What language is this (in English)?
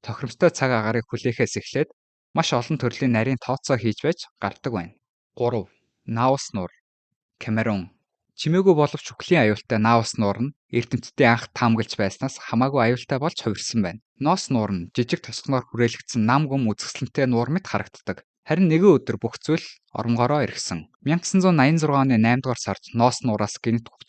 Mongolian